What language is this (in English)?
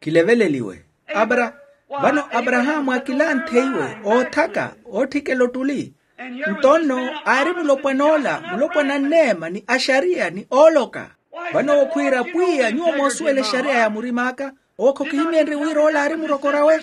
Makhuwa